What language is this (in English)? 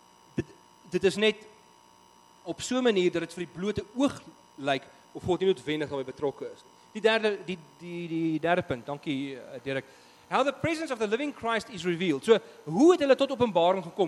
Afrikaans